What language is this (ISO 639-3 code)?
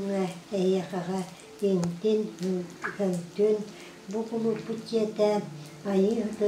sah